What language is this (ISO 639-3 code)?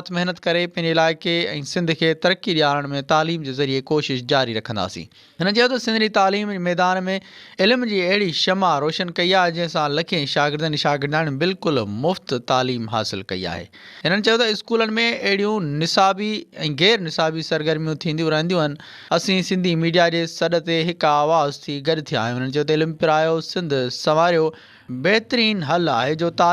snd